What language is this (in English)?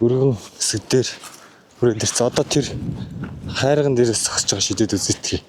Mongolian